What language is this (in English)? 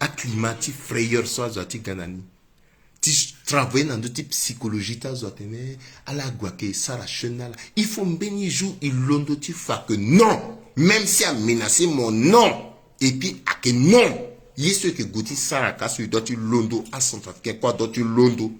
Sango